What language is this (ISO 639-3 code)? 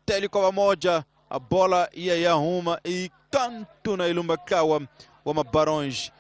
tso